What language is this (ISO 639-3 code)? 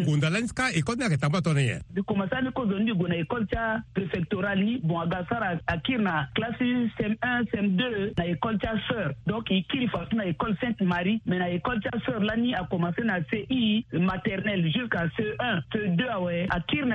sag